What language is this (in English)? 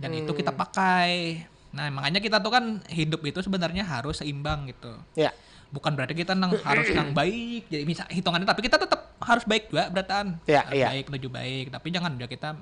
Banjar